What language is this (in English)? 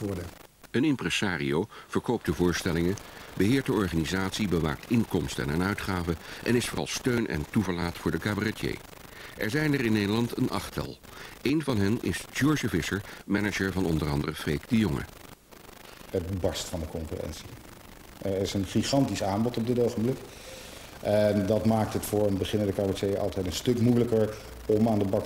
Dutch